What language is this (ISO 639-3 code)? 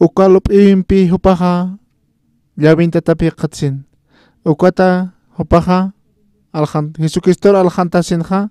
aym